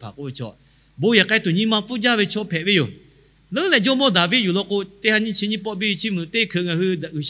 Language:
Lahu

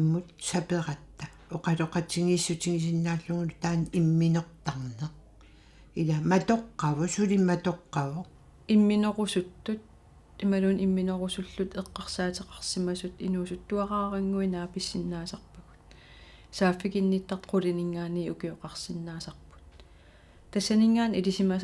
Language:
Kalaallisut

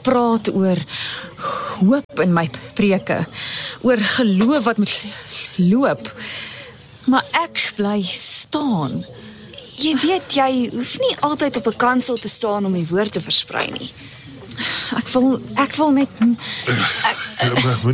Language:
Afrikaans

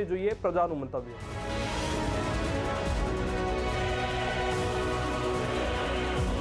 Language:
Gujarati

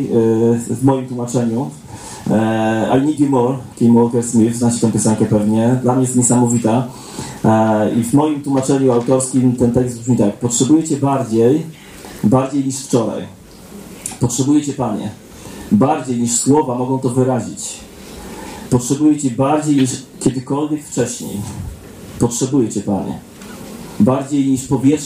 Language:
Polish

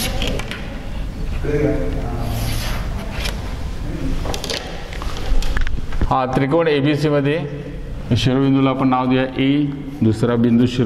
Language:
Marathi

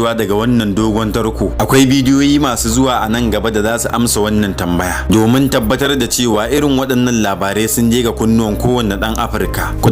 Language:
Hausa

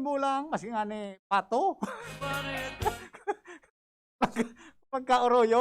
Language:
Bikol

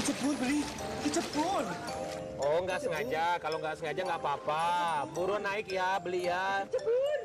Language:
Musi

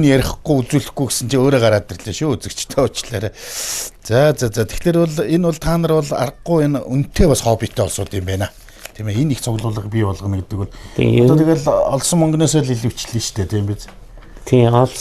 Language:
Mongolian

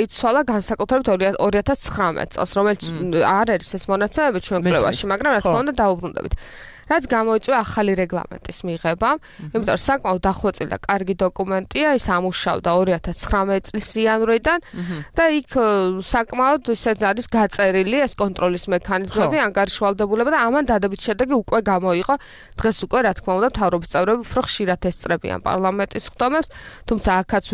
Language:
Georgian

